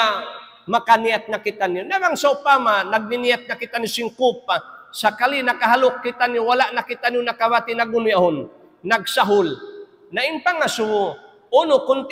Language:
Tausug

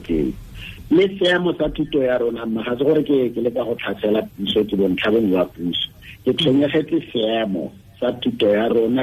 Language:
Tswana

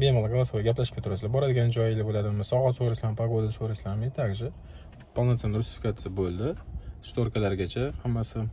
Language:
Uzbek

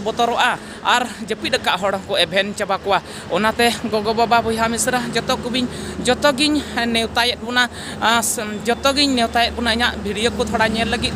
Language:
Santali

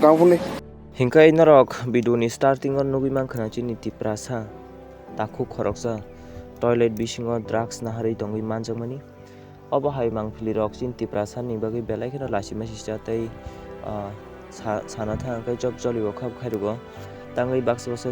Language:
Kok Borok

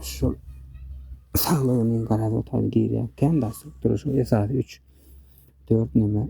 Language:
Turkmen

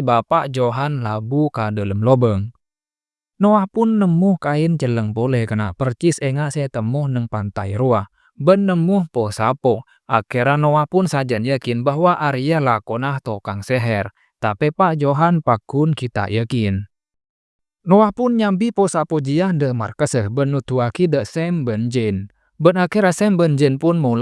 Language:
Madurese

